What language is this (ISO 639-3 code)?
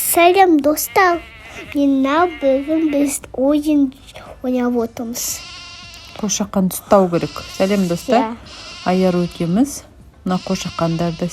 kaz